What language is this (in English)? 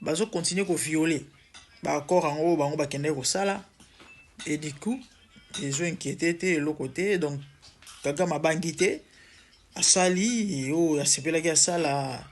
Lingala